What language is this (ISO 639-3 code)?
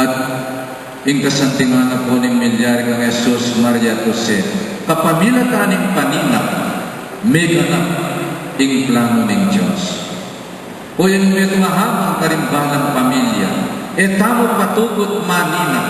pam